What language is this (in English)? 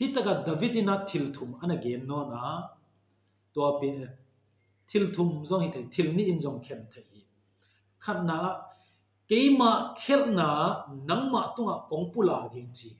Tedim Chin